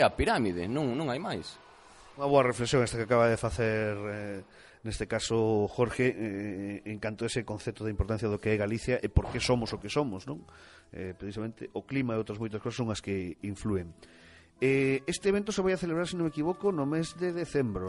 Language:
Galician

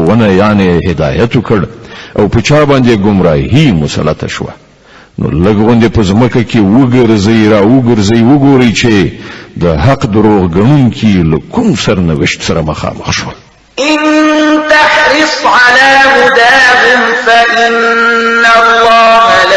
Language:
Pashto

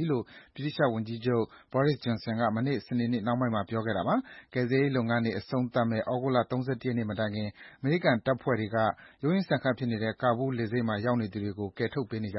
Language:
Burmese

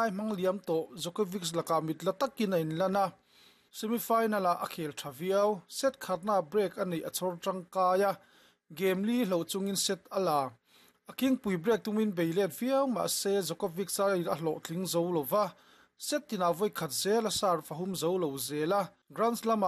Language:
Mizo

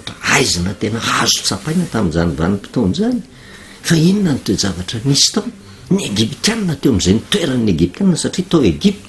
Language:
Malagasy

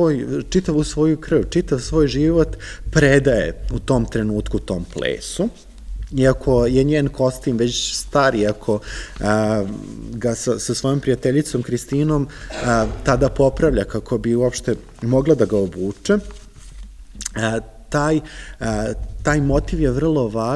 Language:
Serbian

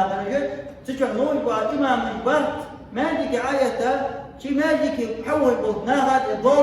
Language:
Ingush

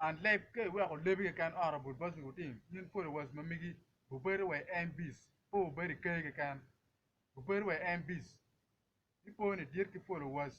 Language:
Acoli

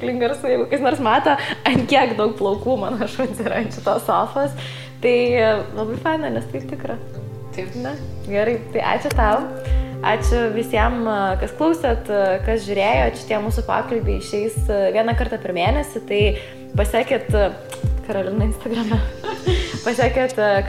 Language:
Lithuanian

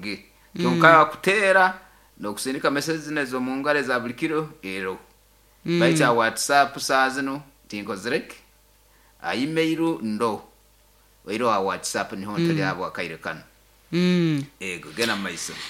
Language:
Nyoro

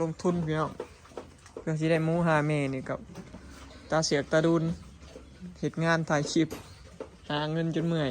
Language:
Lao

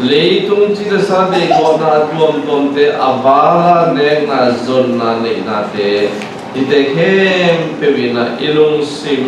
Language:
Tedim Chin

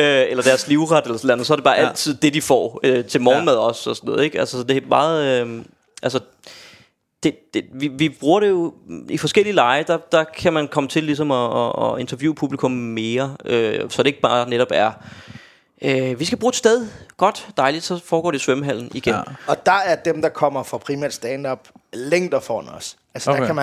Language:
Danish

